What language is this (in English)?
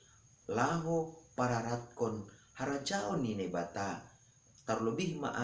Batak Simalungun